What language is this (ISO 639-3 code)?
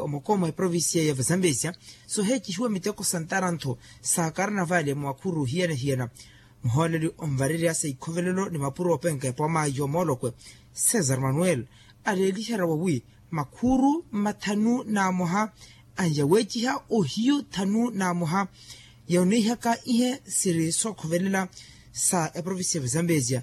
vmw